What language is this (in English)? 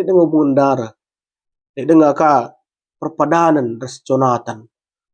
Batak Karo